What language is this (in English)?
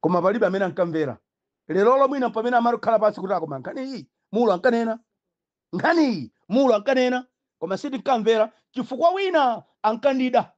Nyanja